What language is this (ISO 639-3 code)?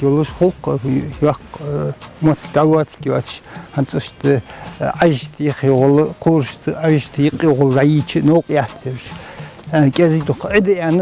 inh